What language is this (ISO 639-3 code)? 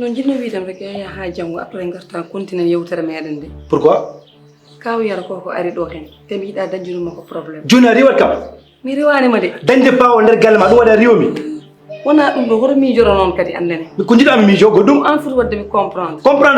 ful